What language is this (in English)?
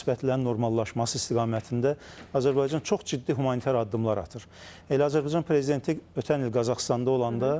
Azerbaijani